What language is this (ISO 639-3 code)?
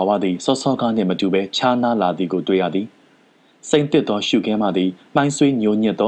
mya